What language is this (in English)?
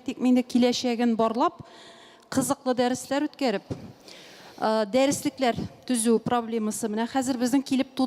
Tatar